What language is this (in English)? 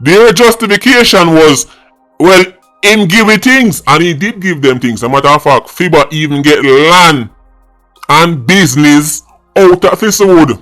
Jamaican Creole English